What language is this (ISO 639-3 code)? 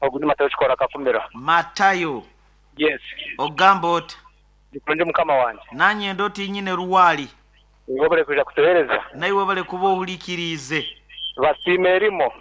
nyo